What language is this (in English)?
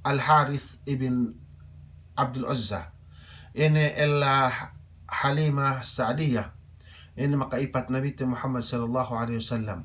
Yakan